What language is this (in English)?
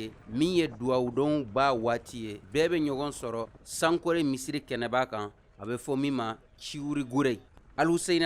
Bambara